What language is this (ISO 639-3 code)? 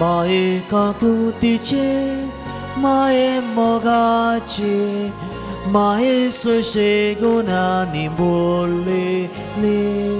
kok